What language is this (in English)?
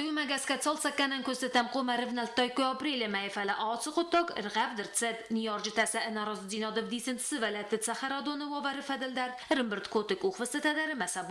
Ossetic